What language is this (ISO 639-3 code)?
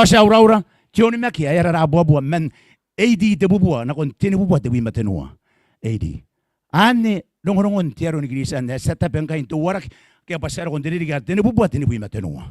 gil